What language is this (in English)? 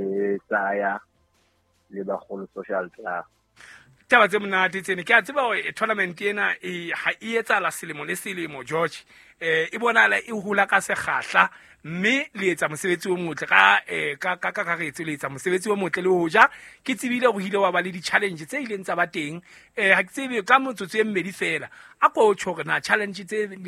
Southern Sotho